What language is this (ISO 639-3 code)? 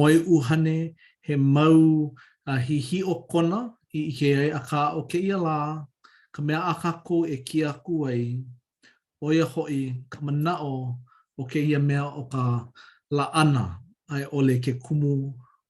haw